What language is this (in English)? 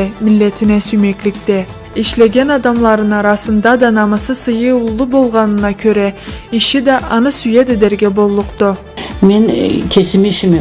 Karachay-Balkar